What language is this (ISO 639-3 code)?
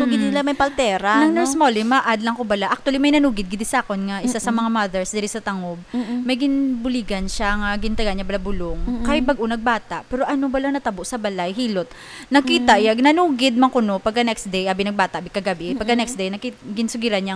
hil